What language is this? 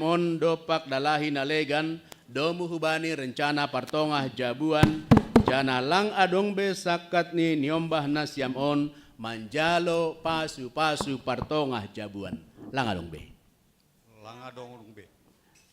Batak Simalungun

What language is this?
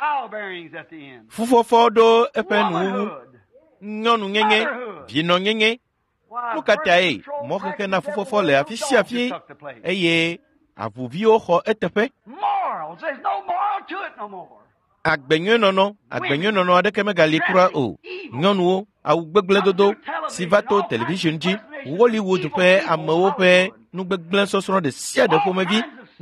Ewe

